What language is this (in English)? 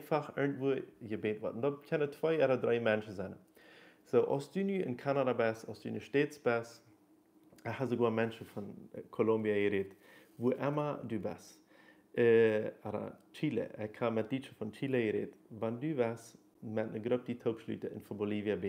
Plautdietsch